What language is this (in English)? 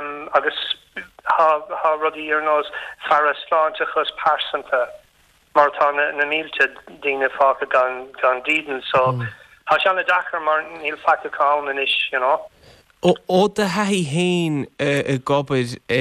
Irish